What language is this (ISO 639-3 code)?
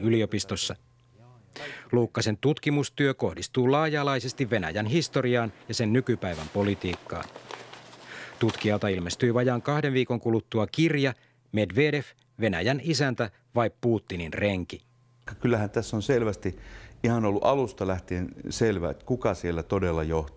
fin